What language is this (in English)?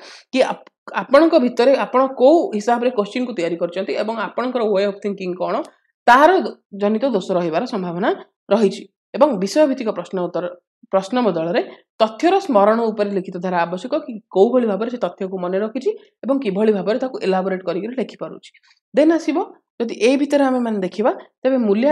Odia